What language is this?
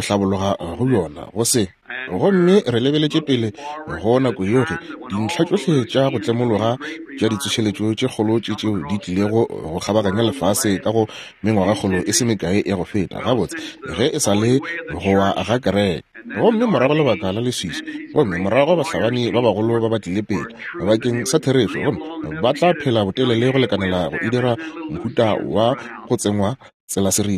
Northern Sotho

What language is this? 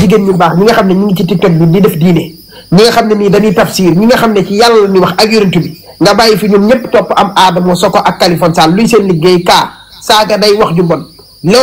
Wolof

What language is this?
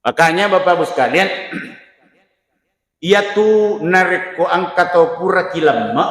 Buginese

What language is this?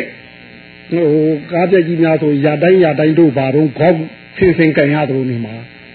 Burmese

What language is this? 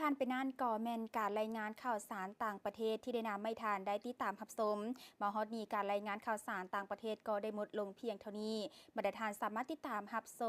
Lao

